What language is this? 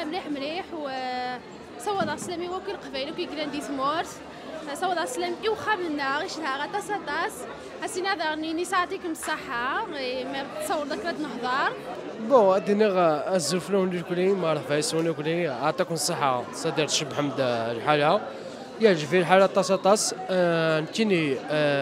Kabyle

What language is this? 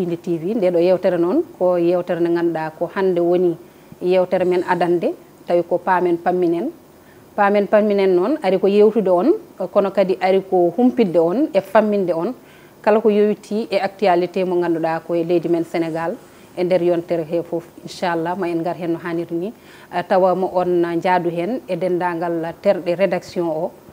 Fula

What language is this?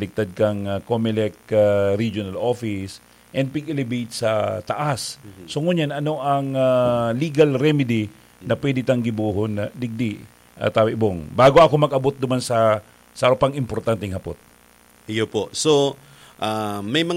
Bikol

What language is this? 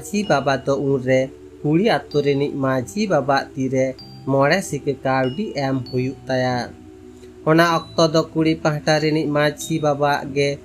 Santali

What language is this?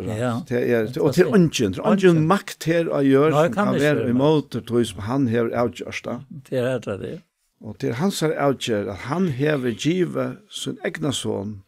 Faroese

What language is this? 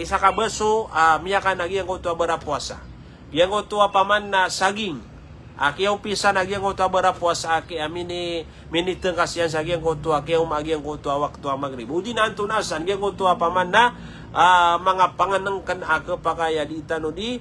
Maranao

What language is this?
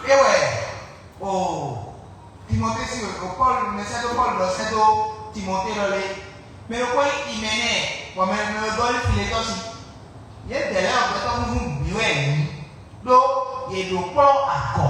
Fon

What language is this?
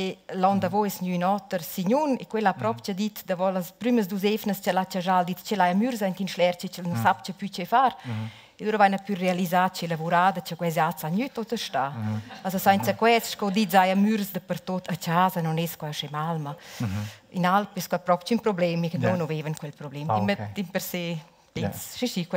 Romansh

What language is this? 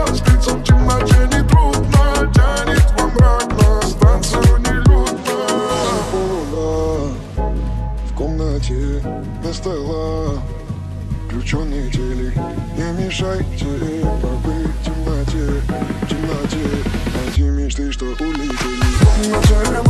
Russian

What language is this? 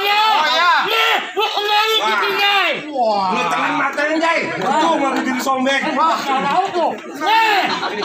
Betawi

